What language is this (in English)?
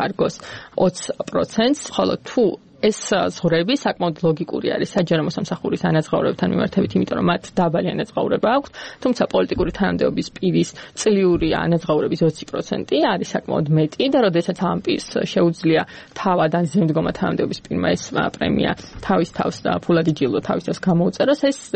Georgian